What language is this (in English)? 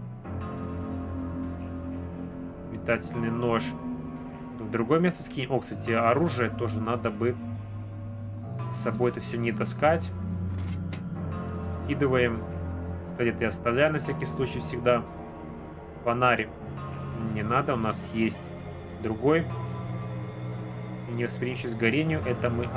Russian